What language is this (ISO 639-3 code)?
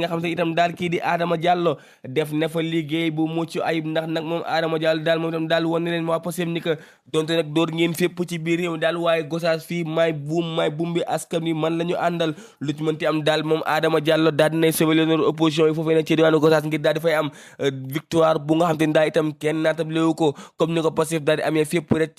wol